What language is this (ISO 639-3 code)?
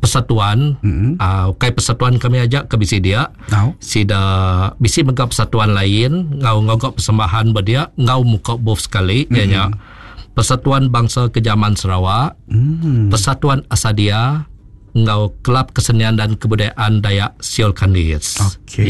iba